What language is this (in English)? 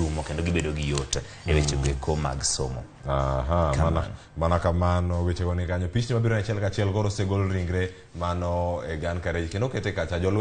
Luo (Kenya and Tanzania)